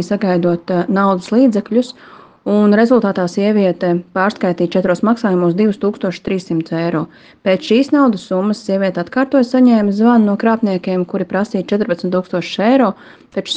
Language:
Latvian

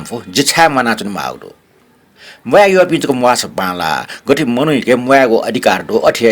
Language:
Newari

